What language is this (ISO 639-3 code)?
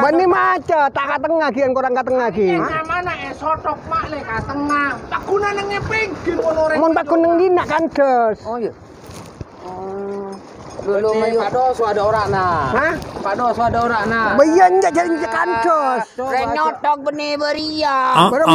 mad